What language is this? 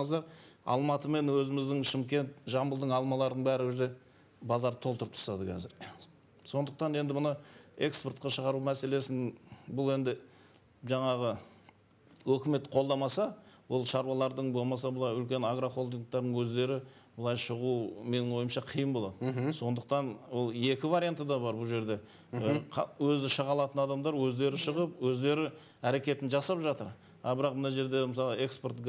Kazakh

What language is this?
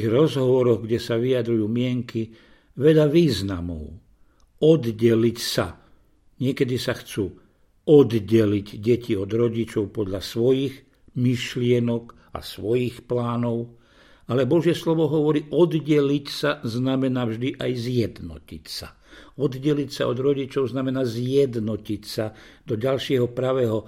Slovak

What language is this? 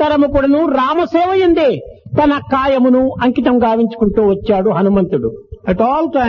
Telugu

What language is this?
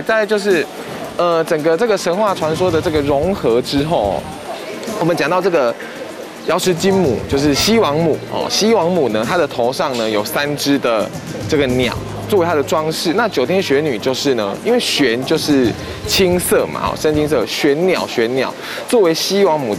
Chinese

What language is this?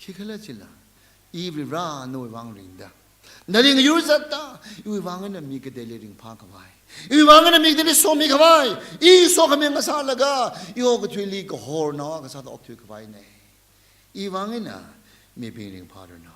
Tangkhul Naga (India)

